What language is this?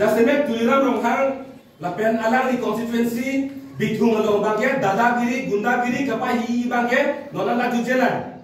Karbi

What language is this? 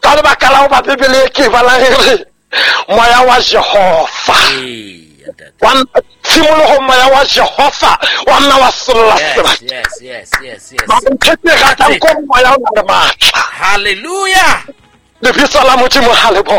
Southern Sotho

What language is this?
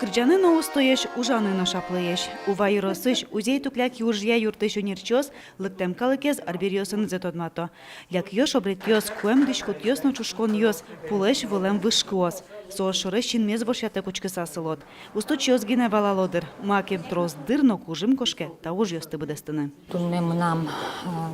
Udmurt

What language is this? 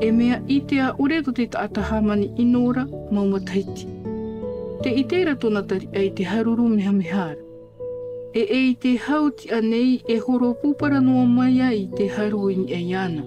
Tahitian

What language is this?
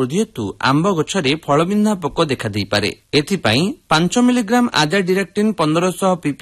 Odia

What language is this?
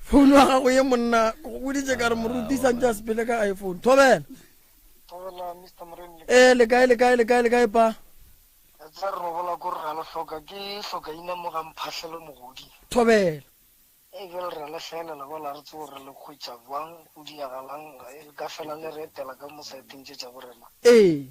Northern Sotho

